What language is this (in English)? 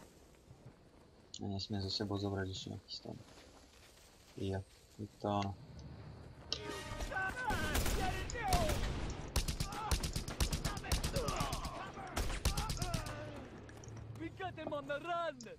Slovak